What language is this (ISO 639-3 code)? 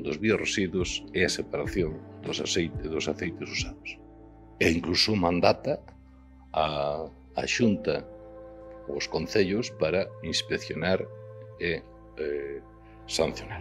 glg